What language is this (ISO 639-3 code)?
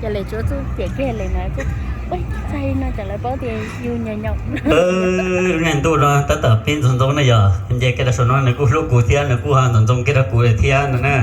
hmn